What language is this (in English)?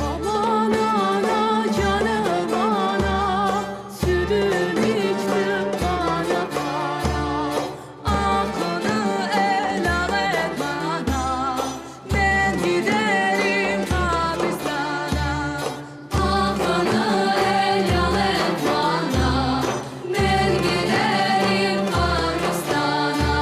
Crimean Tatar